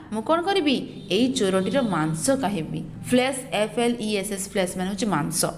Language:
Odia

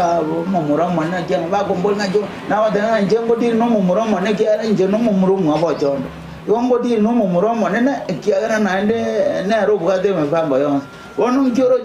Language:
Gusii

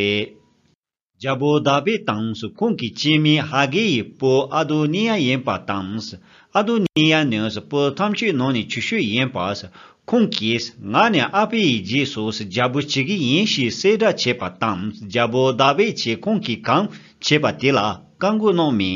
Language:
Tibetan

